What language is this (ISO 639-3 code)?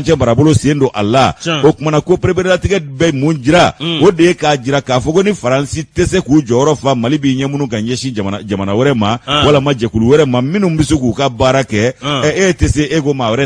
bam